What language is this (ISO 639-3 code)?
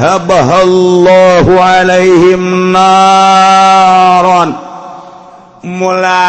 sun